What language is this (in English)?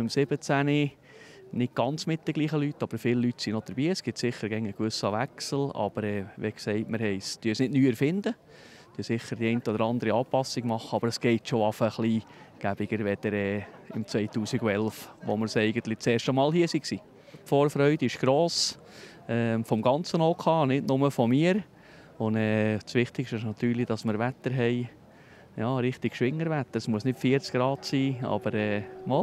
Swiss German